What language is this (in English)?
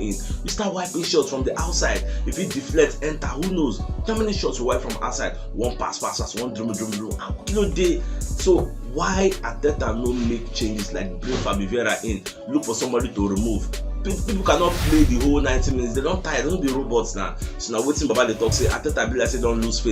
Nigerian Pidgin